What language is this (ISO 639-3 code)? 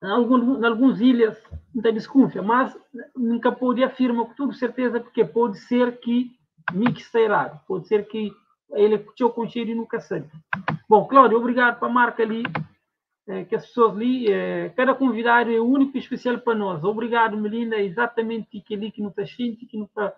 kea